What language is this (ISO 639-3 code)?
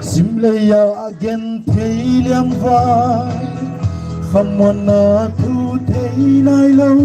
pck